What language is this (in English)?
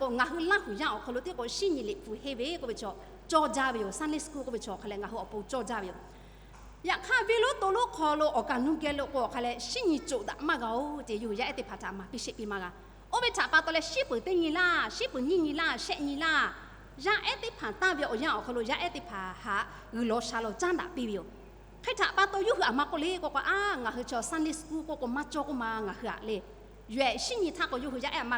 Lahu